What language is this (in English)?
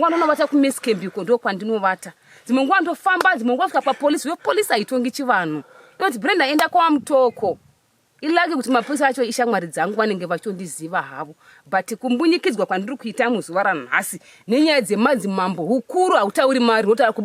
Shona